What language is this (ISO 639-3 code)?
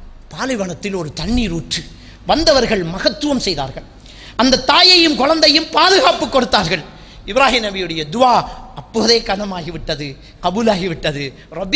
tam